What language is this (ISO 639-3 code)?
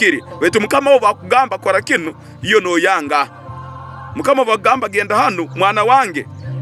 ttj